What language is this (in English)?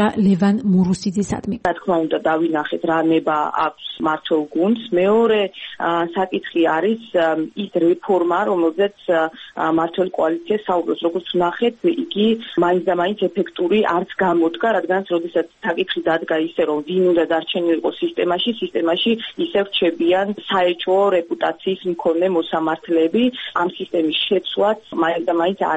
Georgian